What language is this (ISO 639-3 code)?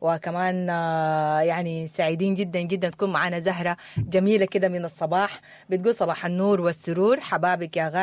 apd